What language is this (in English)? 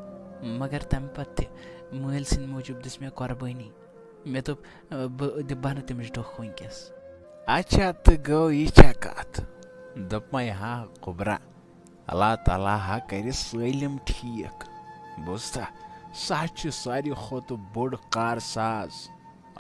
Kashmiri